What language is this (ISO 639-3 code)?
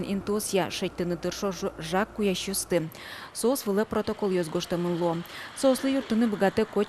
udm